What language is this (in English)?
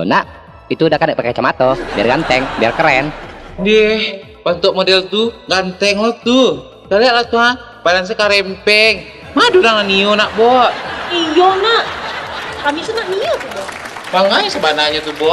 Minangkabau